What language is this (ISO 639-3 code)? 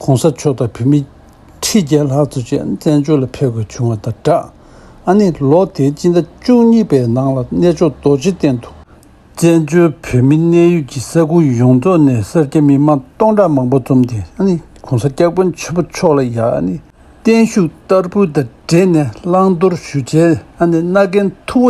bod